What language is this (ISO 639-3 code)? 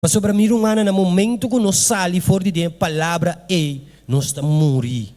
pap